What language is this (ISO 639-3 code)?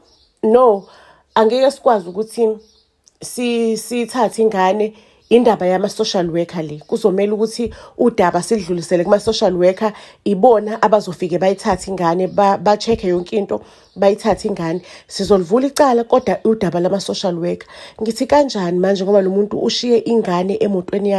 zul